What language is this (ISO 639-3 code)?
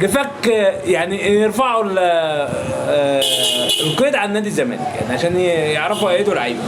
arz